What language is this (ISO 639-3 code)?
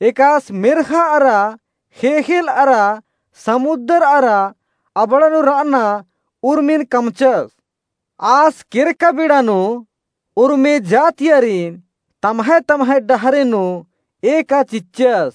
kru